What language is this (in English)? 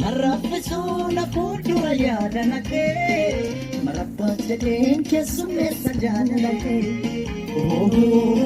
Oromo